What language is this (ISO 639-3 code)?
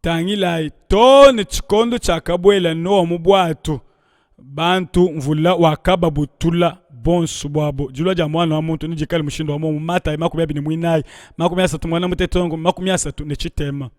lua